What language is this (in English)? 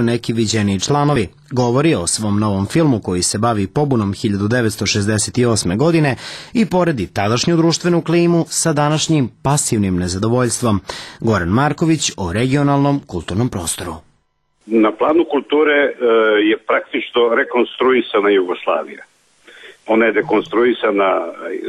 Serbian